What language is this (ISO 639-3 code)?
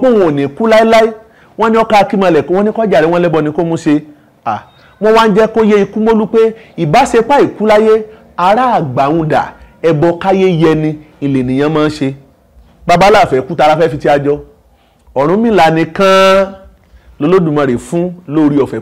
yor